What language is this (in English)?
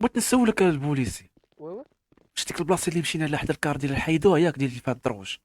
Moroccan Arabic